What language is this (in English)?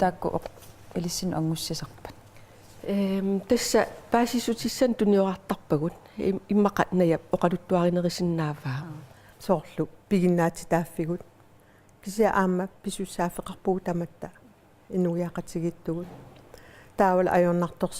Kalaallisut